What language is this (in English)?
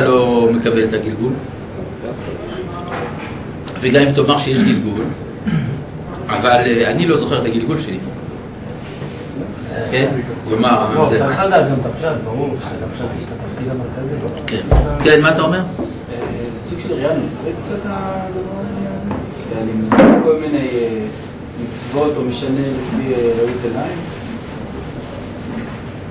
Hebrew